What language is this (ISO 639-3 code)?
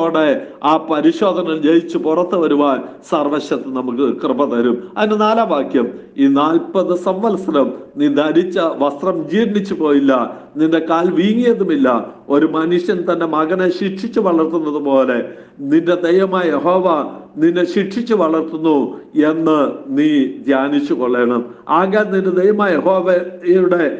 mal